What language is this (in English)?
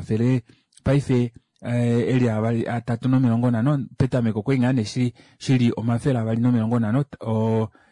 Kuanyama